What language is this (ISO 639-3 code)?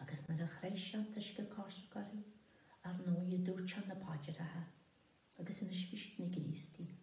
gle